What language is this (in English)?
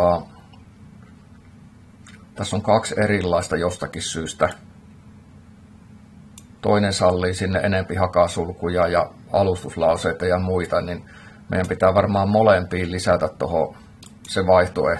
Finnish